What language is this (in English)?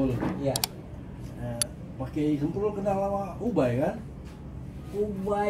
Betawi